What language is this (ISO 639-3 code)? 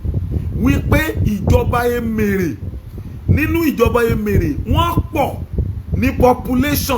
yor